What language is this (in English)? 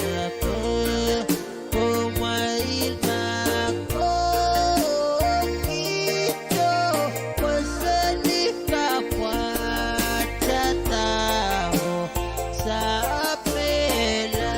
Pohnpeian